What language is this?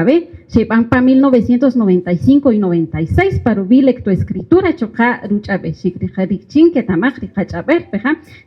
Kaqchikel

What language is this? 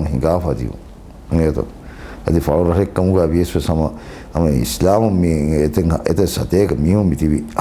Divehi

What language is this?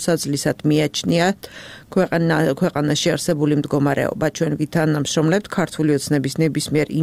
Georgian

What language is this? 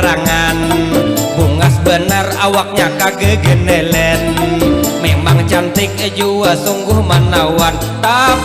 Banjar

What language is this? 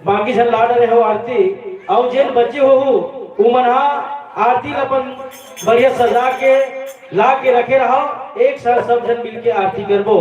Chhattisgarhi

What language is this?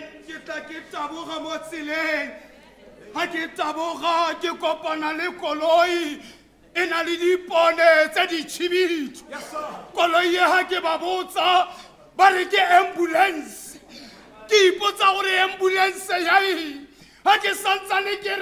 Tswana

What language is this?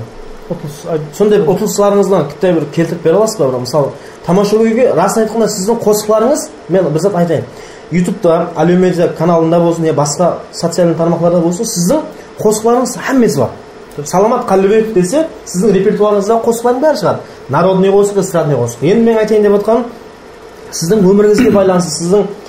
Kara-Kalpak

